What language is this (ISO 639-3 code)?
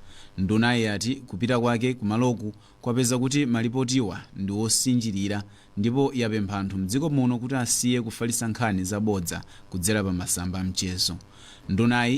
nya